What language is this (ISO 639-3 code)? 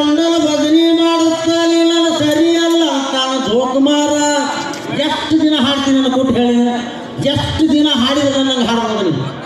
kan